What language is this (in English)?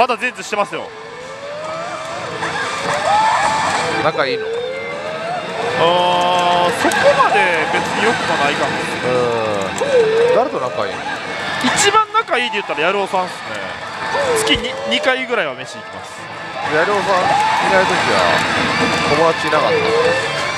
Japanese